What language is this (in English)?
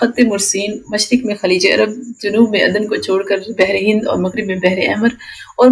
Urdu